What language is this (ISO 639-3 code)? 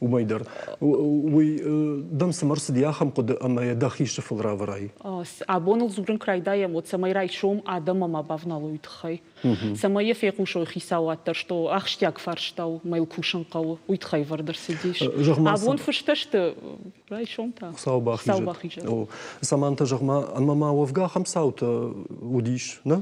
oss